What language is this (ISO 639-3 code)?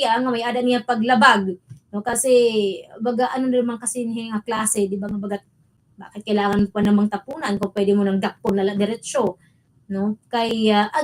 war